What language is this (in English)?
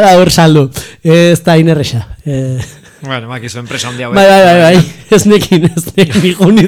Basque